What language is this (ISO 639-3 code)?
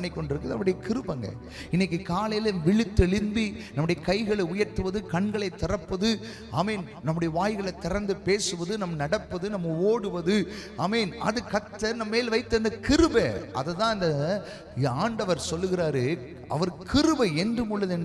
tam